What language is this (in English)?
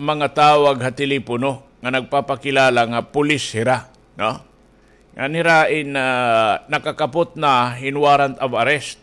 Waray